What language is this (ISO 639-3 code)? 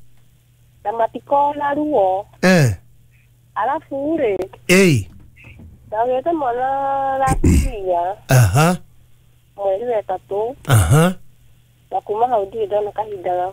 kik